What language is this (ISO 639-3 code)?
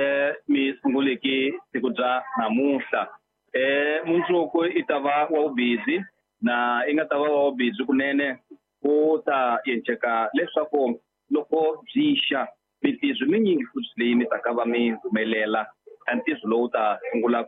tso